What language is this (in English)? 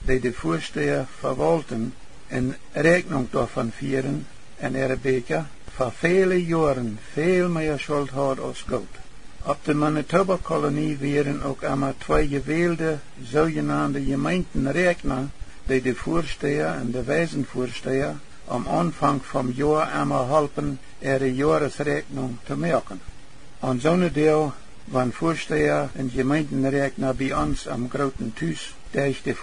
Plautdietsch